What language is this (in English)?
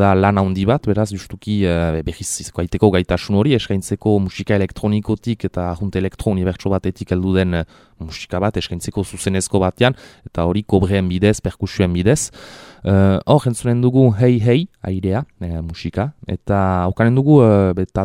Basque